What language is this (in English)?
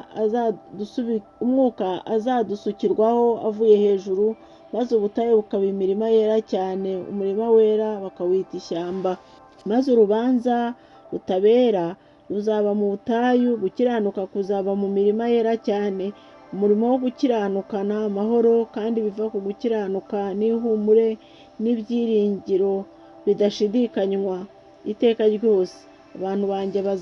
Kinyarwanda